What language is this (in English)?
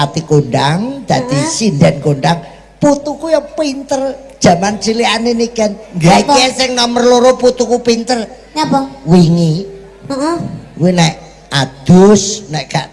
Javanese